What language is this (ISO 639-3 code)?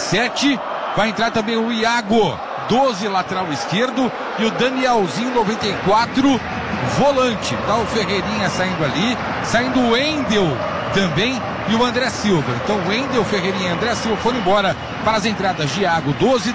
por